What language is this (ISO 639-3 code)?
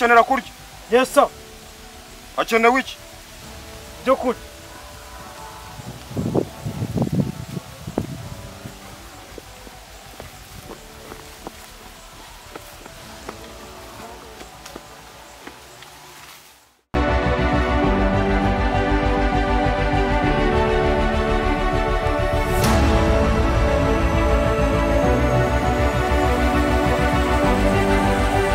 kin